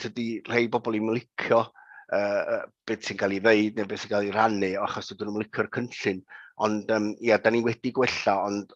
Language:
Welsh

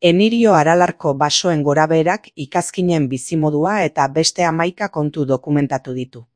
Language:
Basque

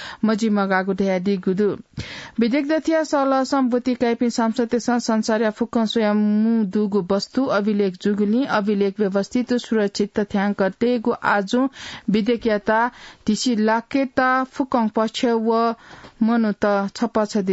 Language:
Newari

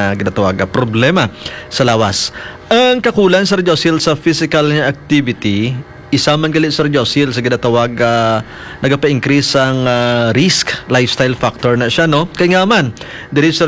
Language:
Hiligaynon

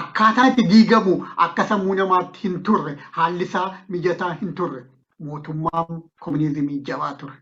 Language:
Oromo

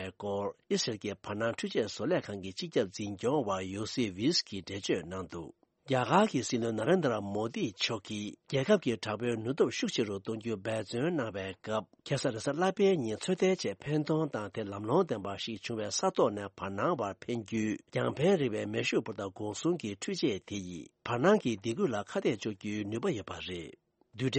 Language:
Tibetan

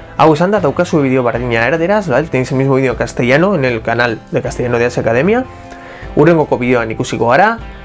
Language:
Basque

